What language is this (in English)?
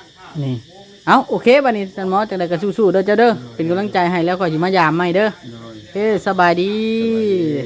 Northeastern Thai